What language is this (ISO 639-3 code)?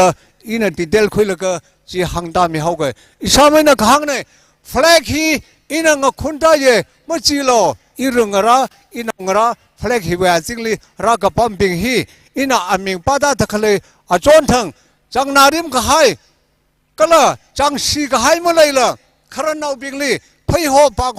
nmf